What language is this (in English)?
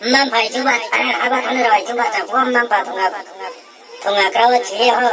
Riang (India)